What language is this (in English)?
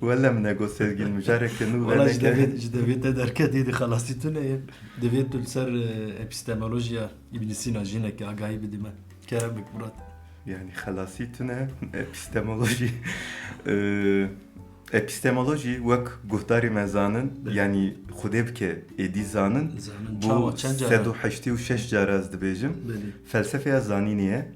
Kurdish